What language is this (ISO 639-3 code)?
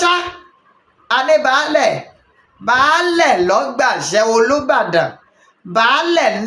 yor